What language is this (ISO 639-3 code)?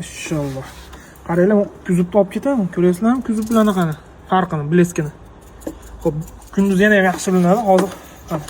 uzb